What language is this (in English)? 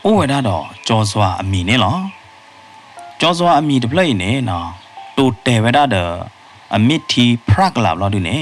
S'gaw Karen